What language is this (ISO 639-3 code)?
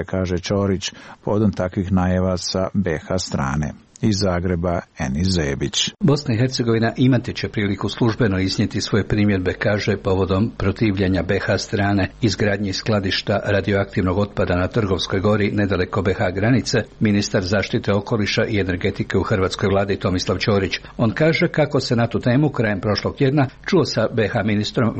hrv